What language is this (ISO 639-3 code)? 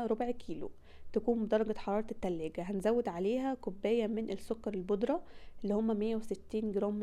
arz